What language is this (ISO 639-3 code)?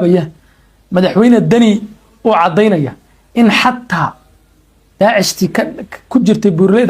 som